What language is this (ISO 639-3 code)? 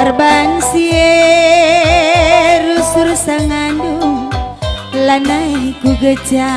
btx